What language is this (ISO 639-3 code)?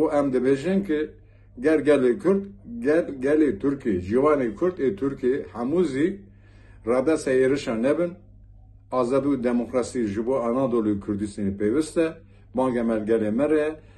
kur